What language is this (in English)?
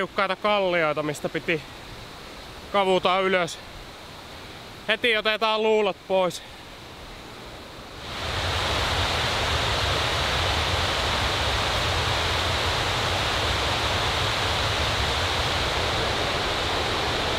Finnish